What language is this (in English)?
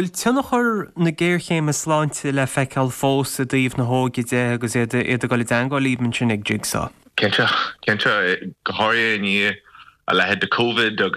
Irish